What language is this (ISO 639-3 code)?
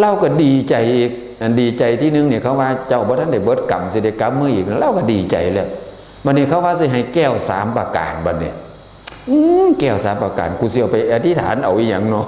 tts